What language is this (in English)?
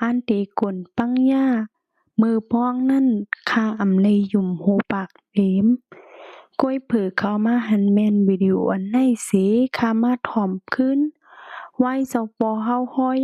Shan